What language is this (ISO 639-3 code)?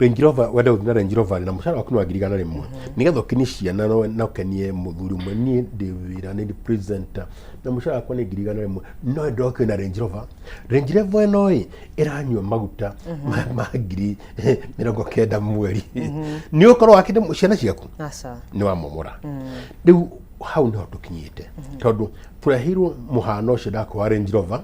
kik